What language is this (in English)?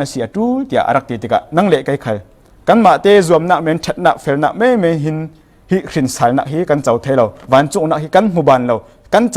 Falam Chin